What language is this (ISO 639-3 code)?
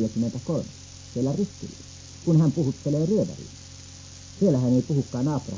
fin